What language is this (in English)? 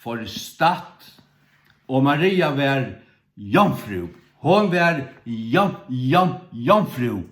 Faroese